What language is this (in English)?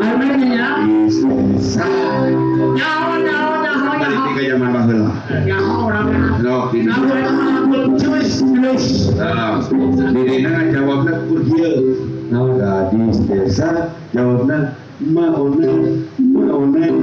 Sundanese